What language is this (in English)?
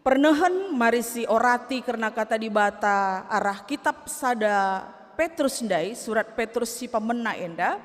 Batak Karo